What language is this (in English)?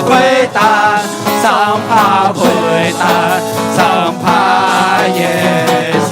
Akha